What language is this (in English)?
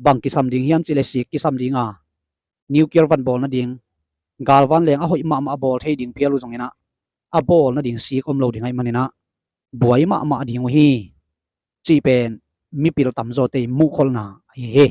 Tedim Chin